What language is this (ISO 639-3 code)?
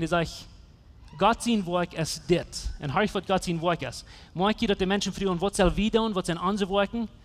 pdt